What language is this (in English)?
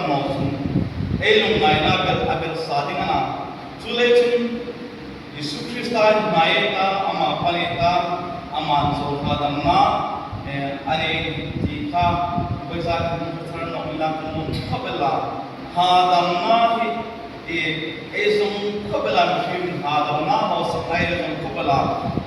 Hmar